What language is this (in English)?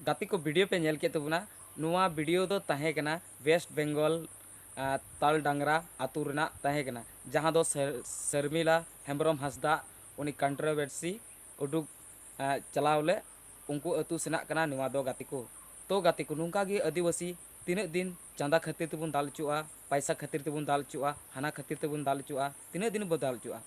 Santali